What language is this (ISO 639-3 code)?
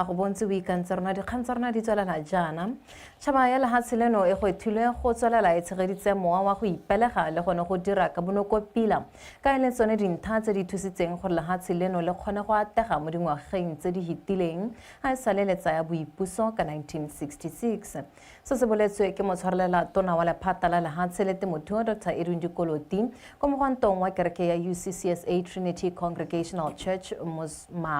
tsn